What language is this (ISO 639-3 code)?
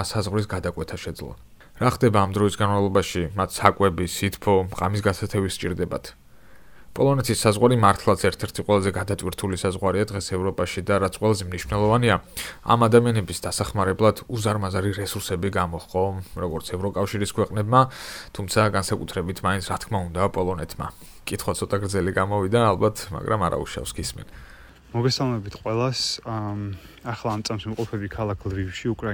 kat